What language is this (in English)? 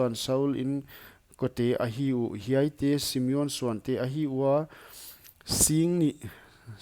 Paite Chin